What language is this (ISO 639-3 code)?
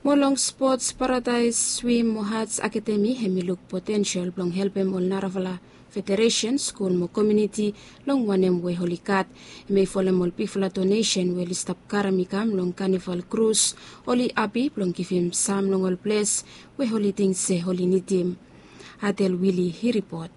bis